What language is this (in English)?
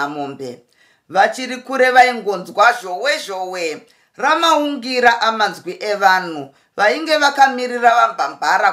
Shona